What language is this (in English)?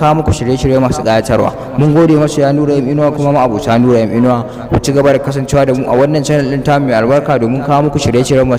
Hausa